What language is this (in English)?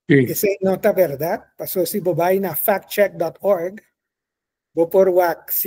Papiamento